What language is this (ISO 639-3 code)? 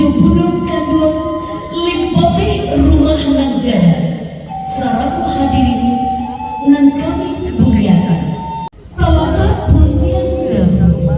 min